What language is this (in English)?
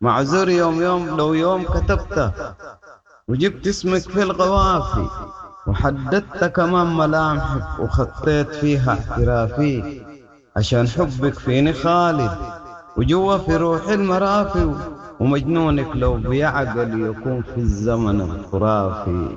Sudanese Arabic